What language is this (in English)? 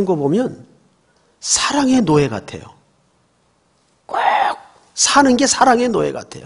Korean